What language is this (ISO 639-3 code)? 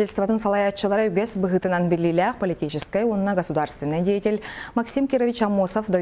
sah